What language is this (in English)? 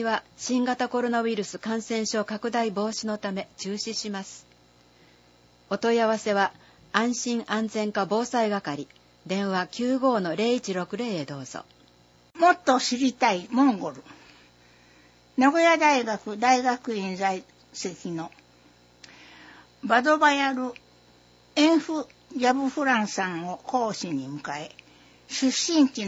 Japanese